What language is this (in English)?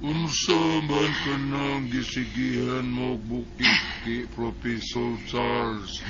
Cebuano